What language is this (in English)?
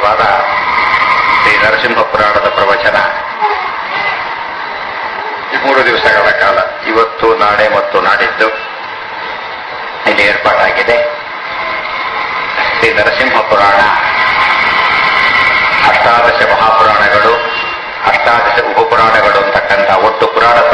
Kannada